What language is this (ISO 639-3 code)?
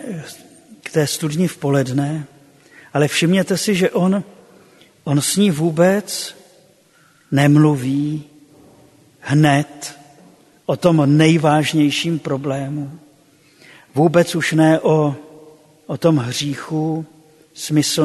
ces